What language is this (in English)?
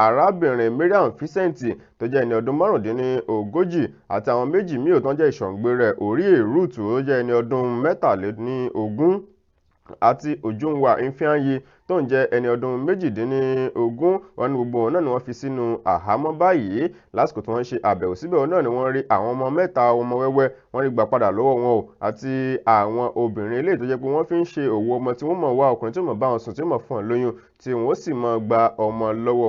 Yoruba